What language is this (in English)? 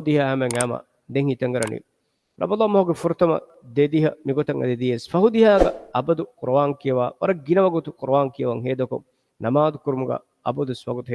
Divehi